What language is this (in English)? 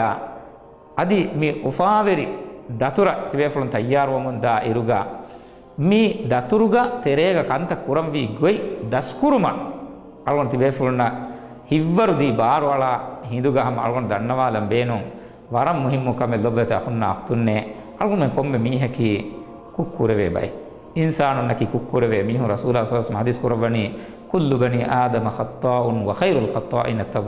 Divehi